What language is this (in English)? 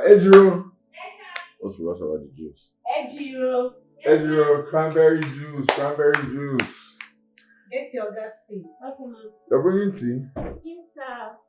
Nigerian Pidgin